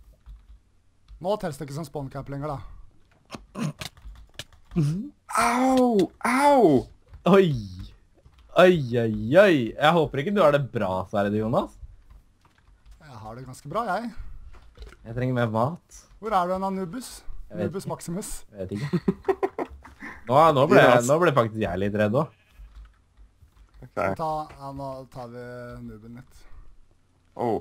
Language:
Norwegian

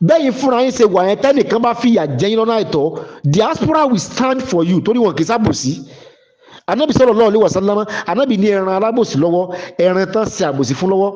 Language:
Yoruba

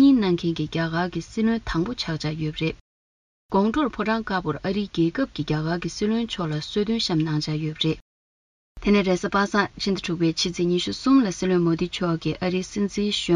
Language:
Tibetan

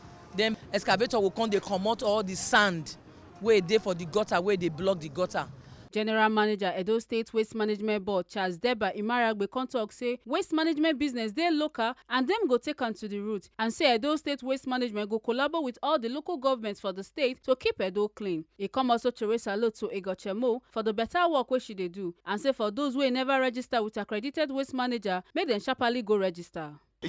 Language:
Nigerian Pidgin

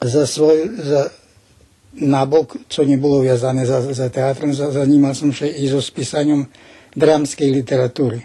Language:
Rusyn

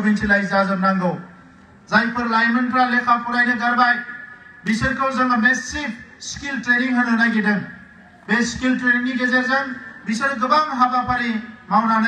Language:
Bodo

